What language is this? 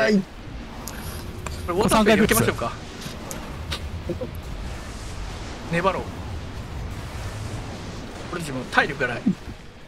Japanese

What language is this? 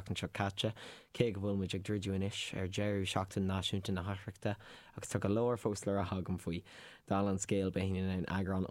Irish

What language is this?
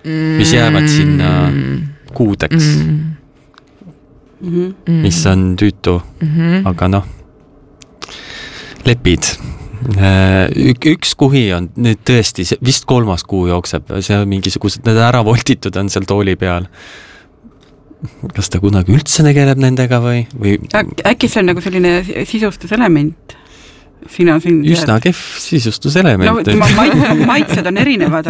Estonian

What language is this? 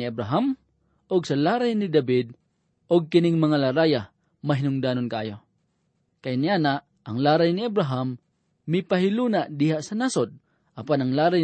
Cebuano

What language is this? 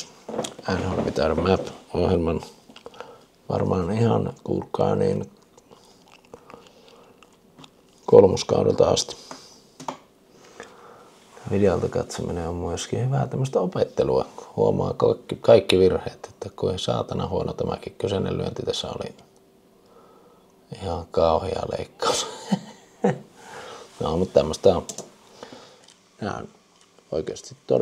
Finnish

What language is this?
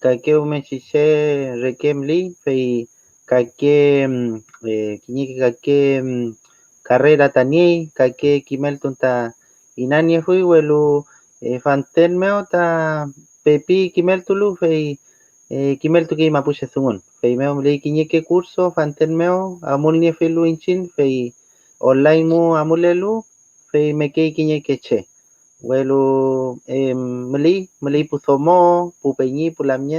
Mapuche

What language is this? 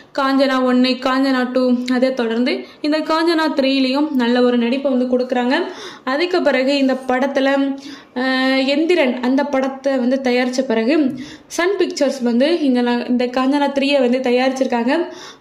Tamil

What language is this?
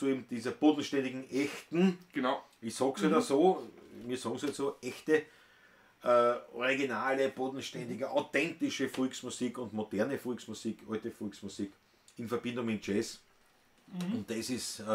Bavarian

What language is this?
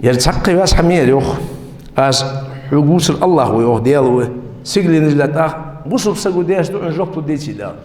Ingush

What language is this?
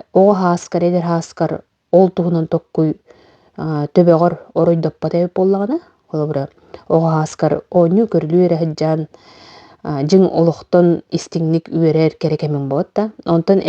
Yakut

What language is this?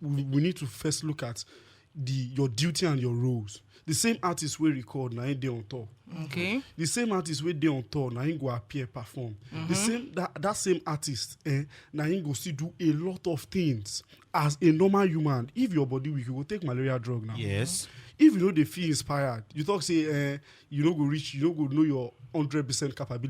Nigerian Pidgin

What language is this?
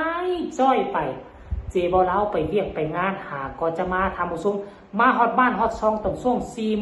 Northeastern Thai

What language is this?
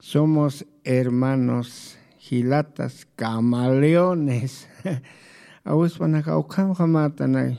Aymara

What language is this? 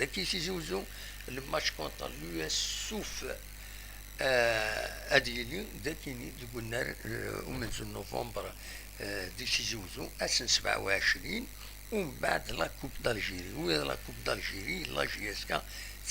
Kabyle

